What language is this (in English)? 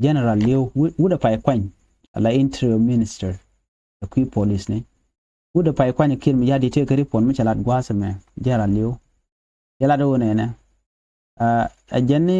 Nuer